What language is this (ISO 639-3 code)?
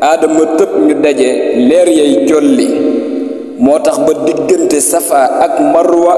wol